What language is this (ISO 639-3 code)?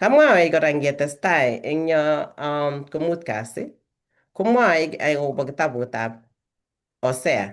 kln